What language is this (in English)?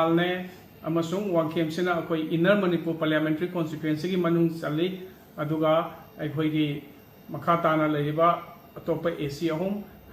Manipuri